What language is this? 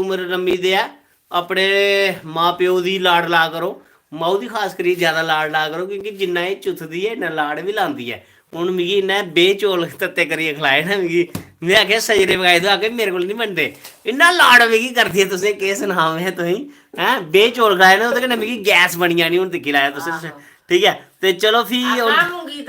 Dogri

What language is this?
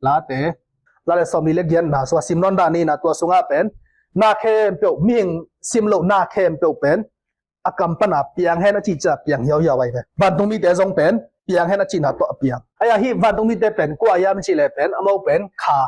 Tedim Chin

